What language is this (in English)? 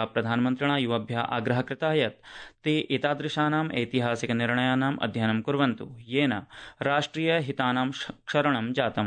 Sanskrit